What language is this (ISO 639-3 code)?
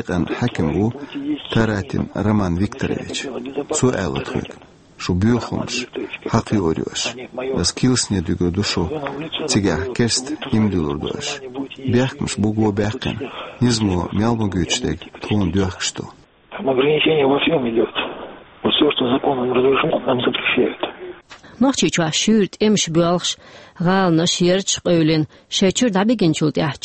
che